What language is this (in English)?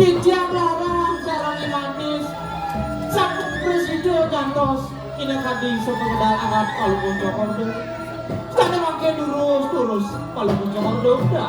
Balinese